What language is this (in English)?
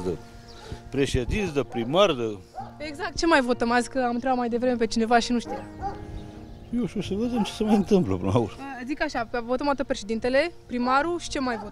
Romanian